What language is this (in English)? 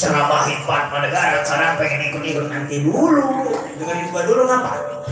Betawi